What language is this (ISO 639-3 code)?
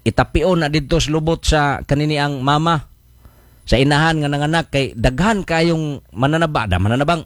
ceb